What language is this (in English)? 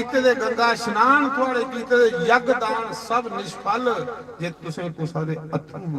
Dogri